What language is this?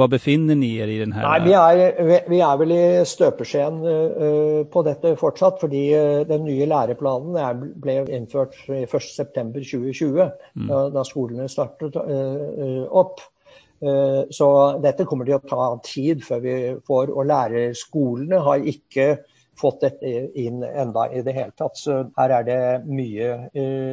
Norwegian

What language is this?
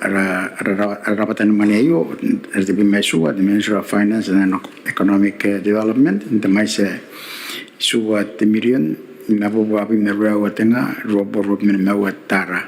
Gilbertese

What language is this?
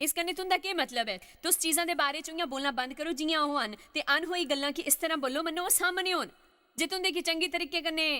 Dogri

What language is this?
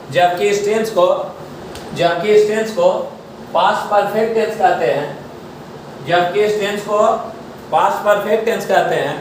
Hindi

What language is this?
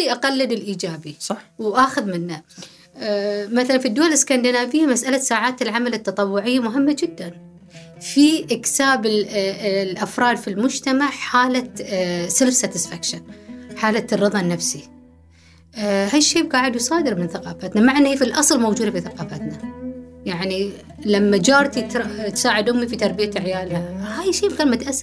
Gulf Arabic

